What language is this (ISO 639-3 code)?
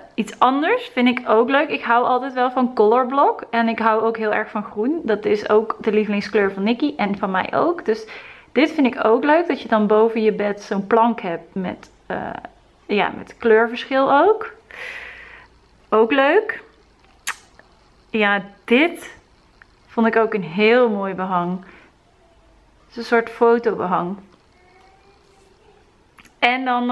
nld